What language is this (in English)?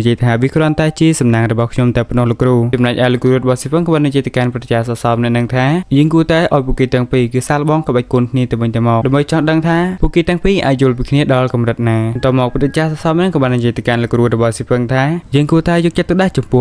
Khmer